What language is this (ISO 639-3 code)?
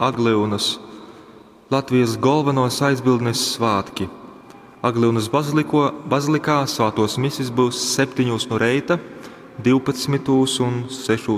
ltg